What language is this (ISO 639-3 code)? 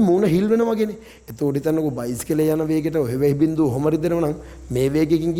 sin